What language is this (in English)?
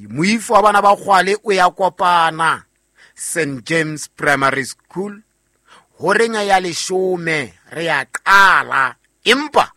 Southern Sotho